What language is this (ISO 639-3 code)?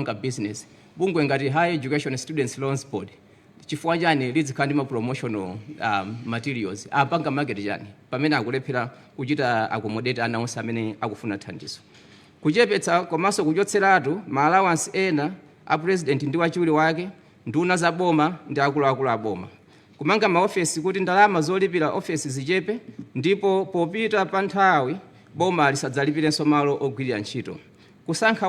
nya